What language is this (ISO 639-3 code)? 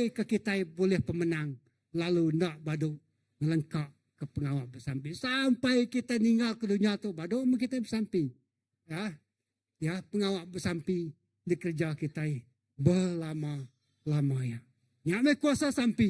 iba